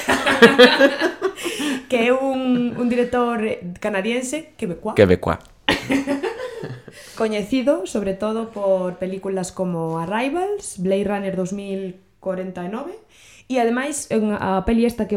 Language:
Galician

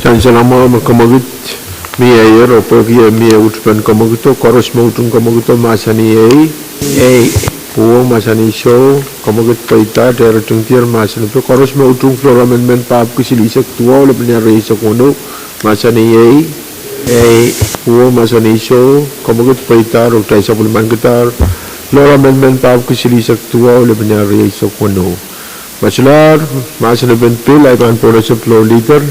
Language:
Pohnpeian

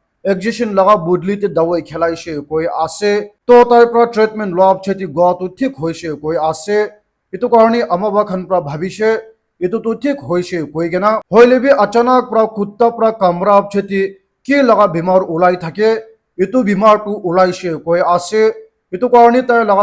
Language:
Naga Pidgin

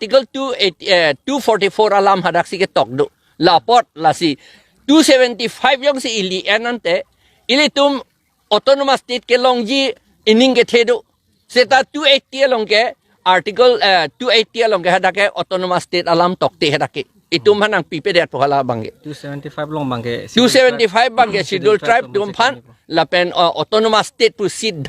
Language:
Karbi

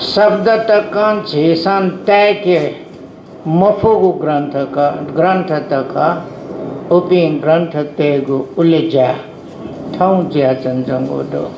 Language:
Newari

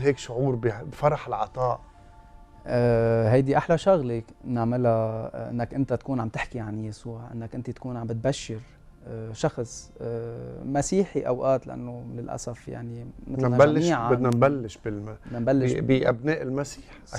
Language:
North Levantine Arabic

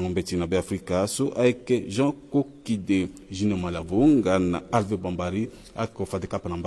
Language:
Sango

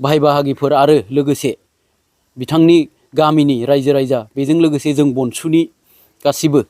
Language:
Bodo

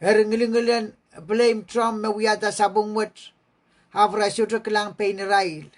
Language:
Pohnpeian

